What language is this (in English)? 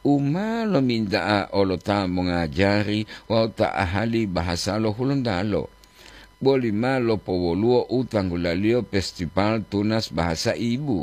Gorontalo